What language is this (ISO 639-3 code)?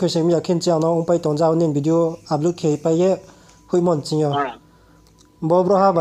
ria